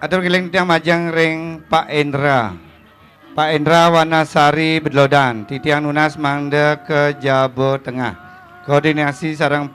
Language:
Balinese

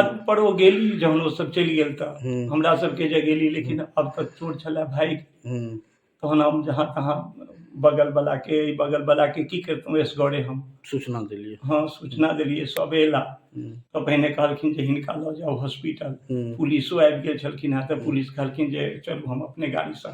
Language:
Maithili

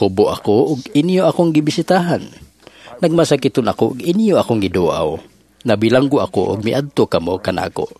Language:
Cebuano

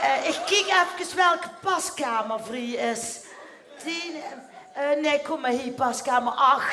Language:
Limburgish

